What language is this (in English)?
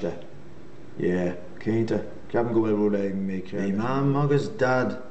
Irish